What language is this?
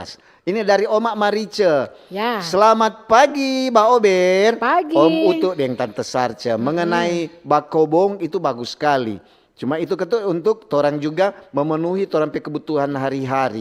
Manado Malay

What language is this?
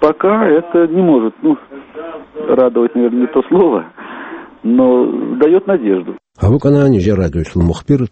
Avaric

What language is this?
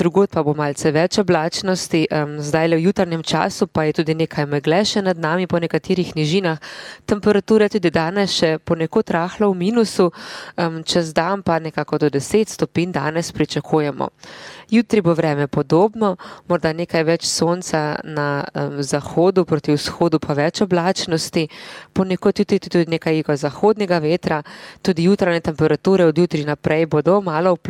Slovenian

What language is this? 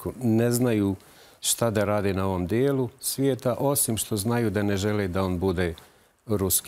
Bosnian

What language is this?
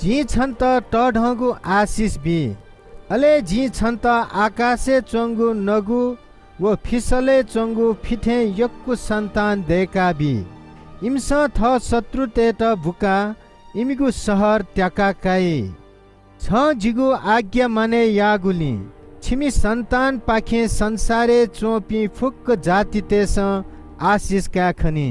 Newari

